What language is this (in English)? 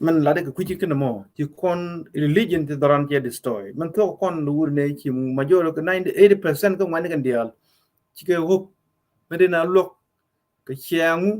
Nuer